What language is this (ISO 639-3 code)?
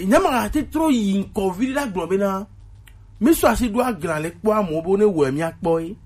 gej